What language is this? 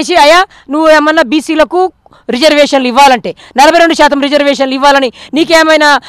Telugu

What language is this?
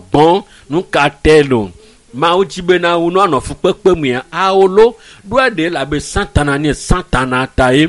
Ewe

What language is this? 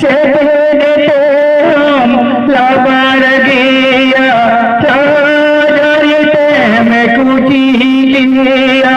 Santali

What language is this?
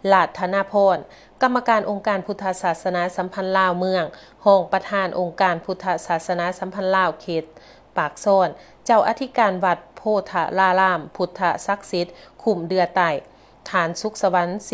Lao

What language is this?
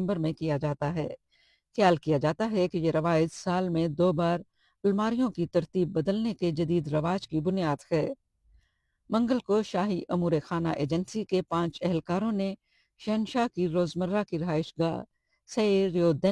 Urdu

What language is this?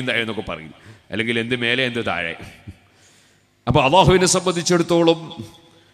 Malayalam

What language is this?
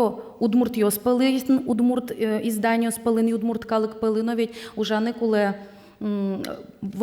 Udmurt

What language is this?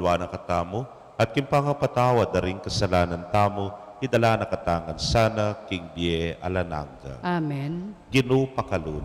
Pampanga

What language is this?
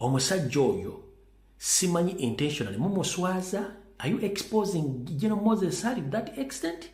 Ganda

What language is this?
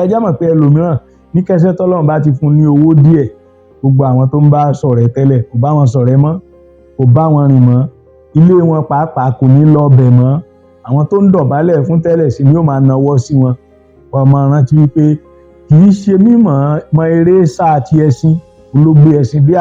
Yoruba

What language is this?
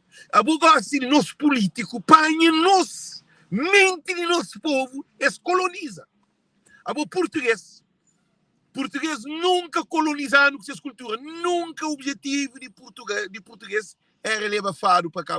Kabuverdianu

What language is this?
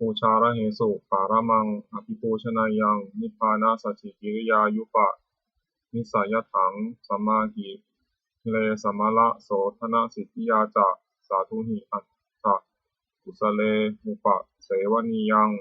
Pali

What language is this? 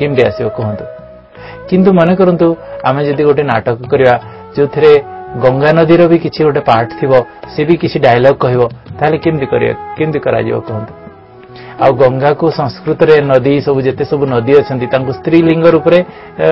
Odia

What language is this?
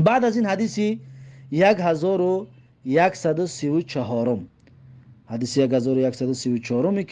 Tajik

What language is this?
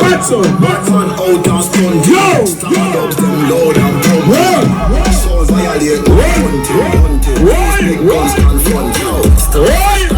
Jamaican Creole English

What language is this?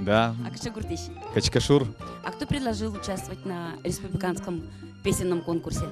Udmurt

